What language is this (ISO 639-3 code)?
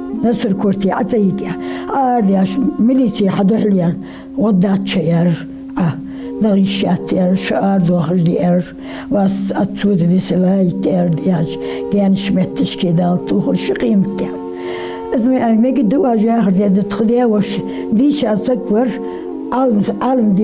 inh